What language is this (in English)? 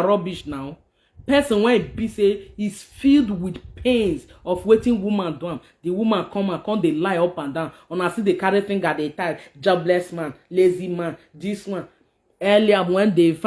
Nigerian Pidgin